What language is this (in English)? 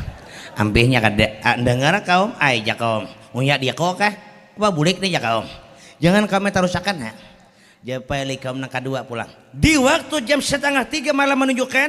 Banjar